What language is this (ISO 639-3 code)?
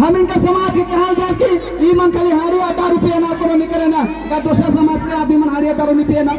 sck